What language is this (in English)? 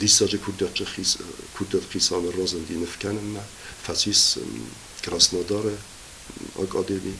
Ossetic